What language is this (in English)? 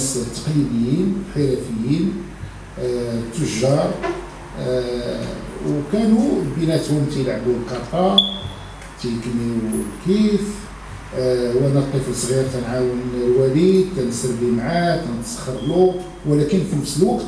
Moroccan Arabic